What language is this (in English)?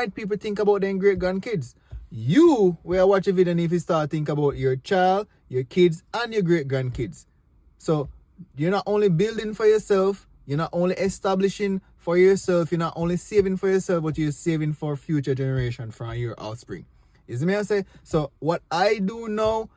Jamaican Creole English